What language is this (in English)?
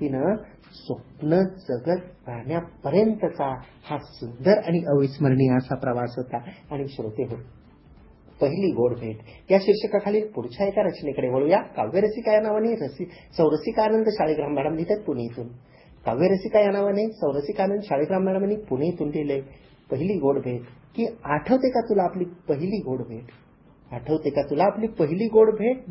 Marathi